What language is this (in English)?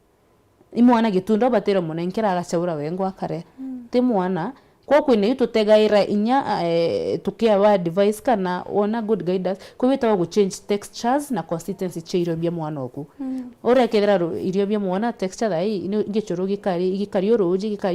Meru